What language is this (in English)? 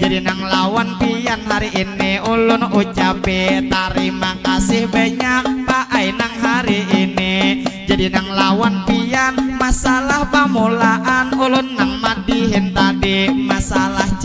Banjar